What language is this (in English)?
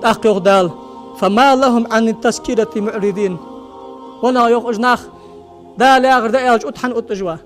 Ingush